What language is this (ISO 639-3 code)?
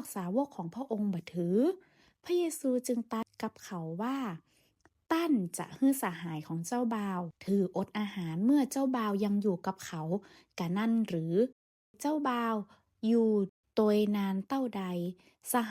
nod